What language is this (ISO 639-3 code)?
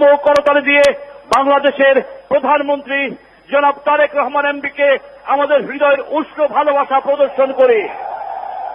ben